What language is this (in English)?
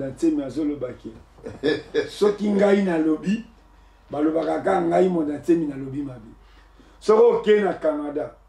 Lingala